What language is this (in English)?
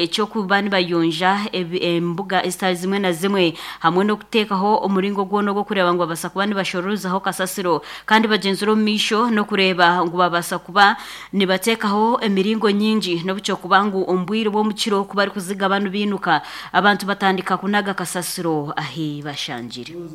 Nyankole